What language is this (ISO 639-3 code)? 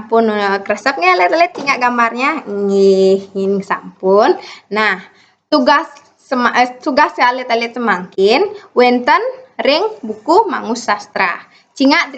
ban